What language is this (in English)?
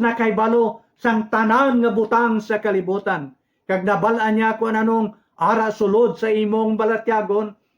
Hiligaynon